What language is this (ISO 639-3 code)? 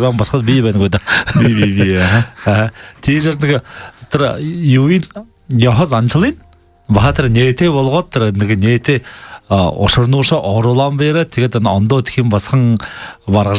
bua